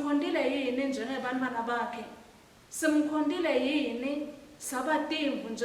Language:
Swati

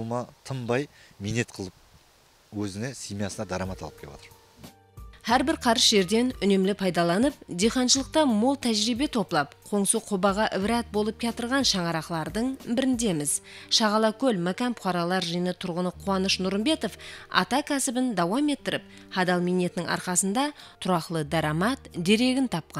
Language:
Kara-Kalpak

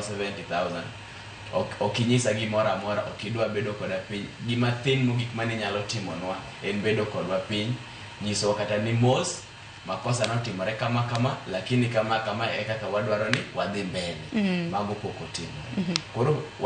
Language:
Luo (Kenya and Tanzania)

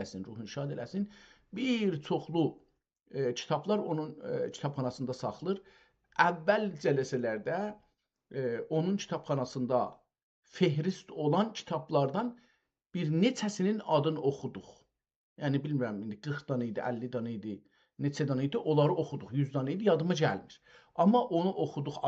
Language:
South Azerbaijani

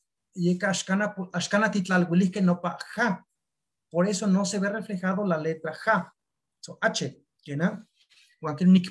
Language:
Eastern Huasteca Nahuatl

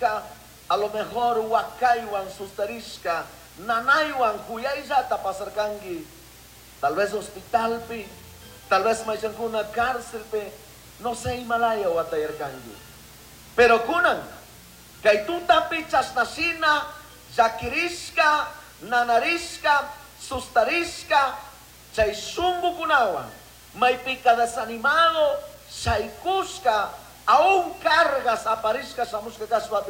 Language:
Chimborazo Highland Quichua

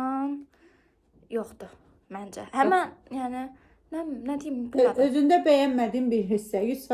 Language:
Azerbaijani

